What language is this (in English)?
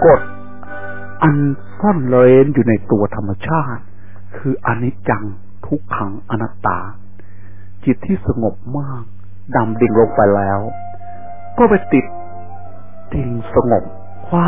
Thai